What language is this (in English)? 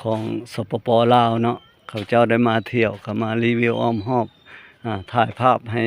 Lao